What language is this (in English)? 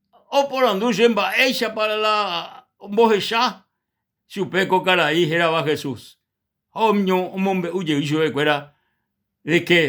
Guarani